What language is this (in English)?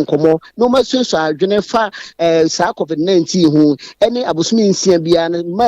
Akan